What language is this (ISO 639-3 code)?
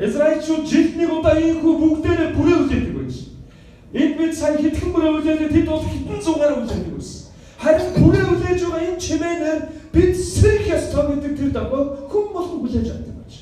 mon